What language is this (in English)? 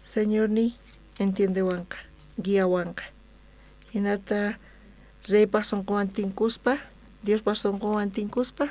South Bolivian Quechua